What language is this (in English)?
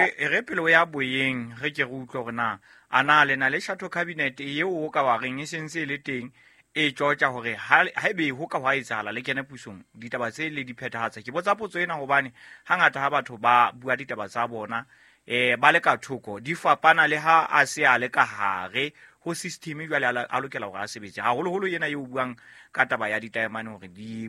Southern Sotho